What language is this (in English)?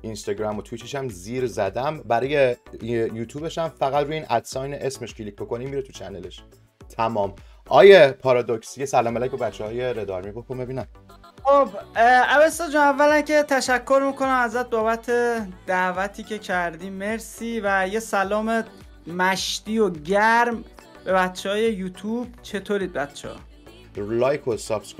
Persian